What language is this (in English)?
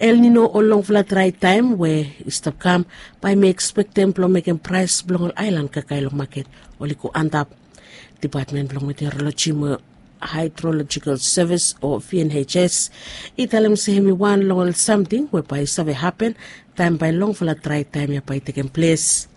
Bislama